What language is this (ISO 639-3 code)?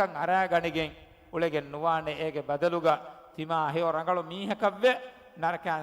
div